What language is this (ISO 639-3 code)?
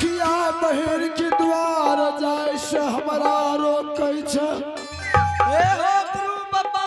anp